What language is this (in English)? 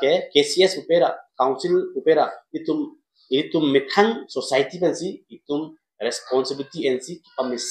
Karbi